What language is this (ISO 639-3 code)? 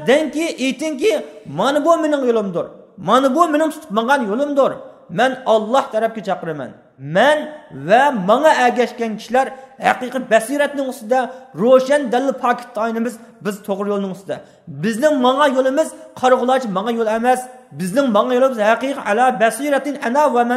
uig